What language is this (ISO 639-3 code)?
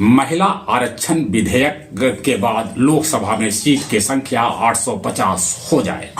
mag